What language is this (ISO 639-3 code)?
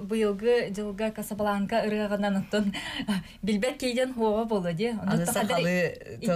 sah